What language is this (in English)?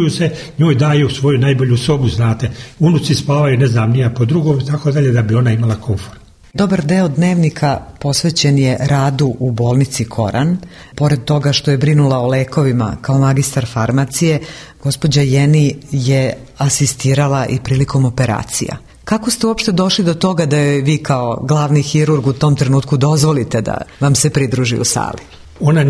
Serbian